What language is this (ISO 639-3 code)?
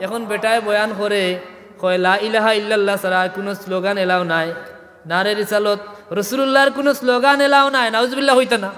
syl